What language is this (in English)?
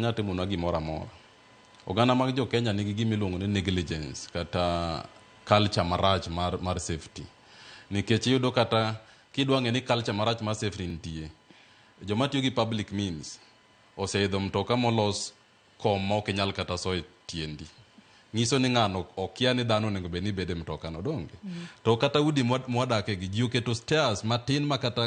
Luo (Kenya and Tanzania)